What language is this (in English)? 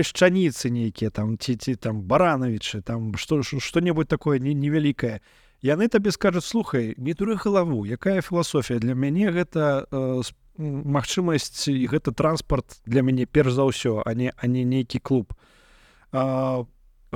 Belarusian